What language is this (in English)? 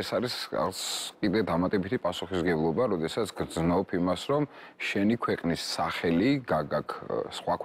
Georgian